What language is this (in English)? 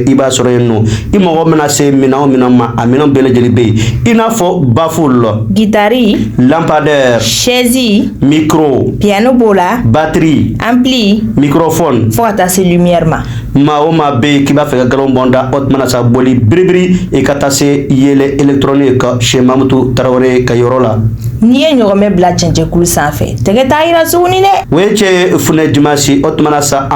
Bambara